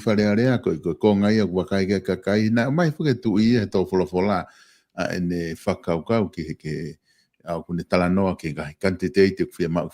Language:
Tongan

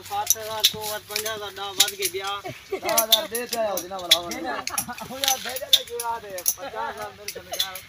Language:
Saraiki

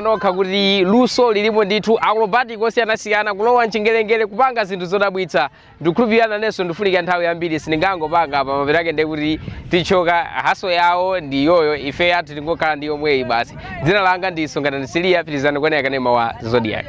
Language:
Nyanja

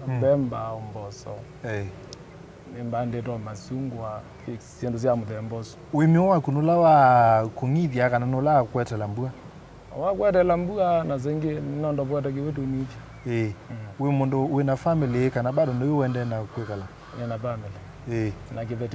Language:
Kamba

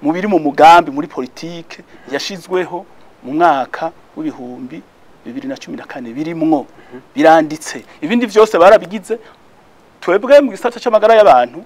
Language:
Rundi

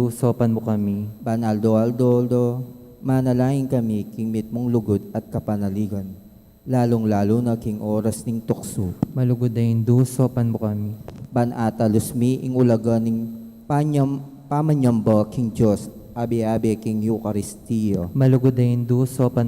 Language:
Pampanga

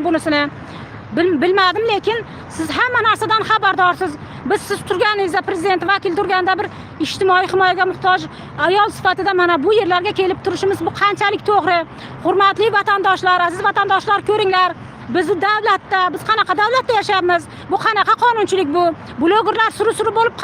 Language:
Uzbek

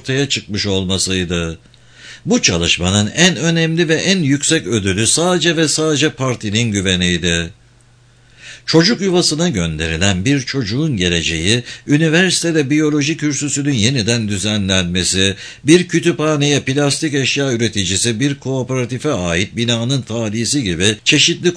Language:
Turkish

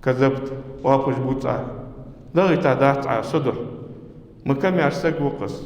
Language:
Ingush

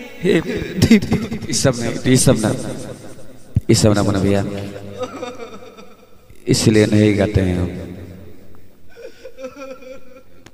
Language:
Bhojpuri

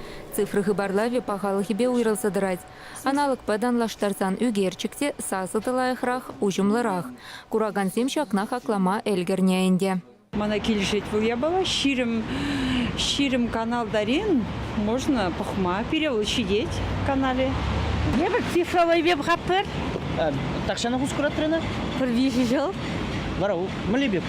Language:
Chuvash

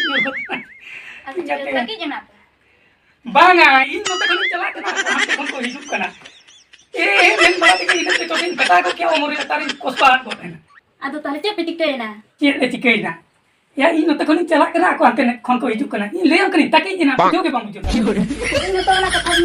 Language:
Santali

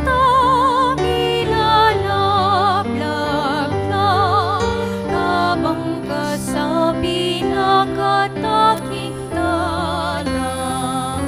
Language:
Pampanga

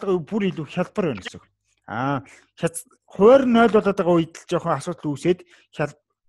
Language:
Mongolian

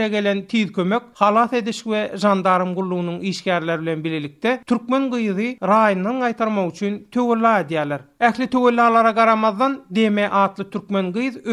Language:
Turkmen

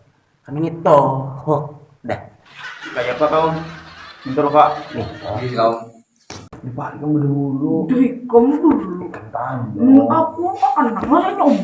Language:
Banjar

